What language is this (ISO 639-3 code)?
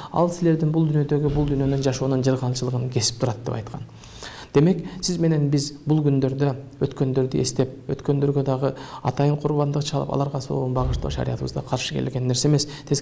kir